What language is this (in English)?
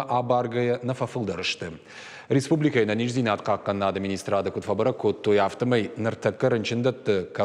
Ossetic